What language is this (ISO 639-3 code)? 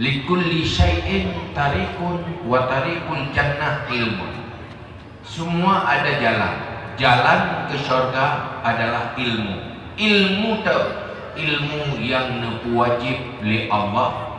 ace